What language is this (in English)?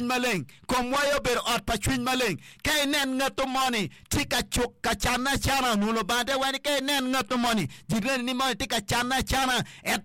Acoli